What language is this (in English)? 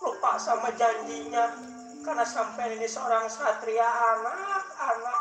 Betawi